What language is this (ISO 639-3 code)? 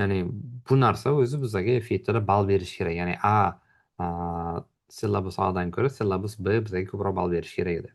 uzb